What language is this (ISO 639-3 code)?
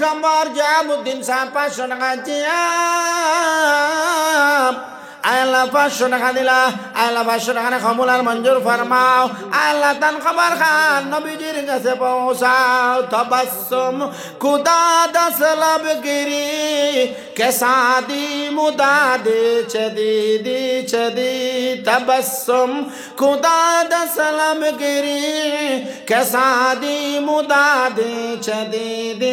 syl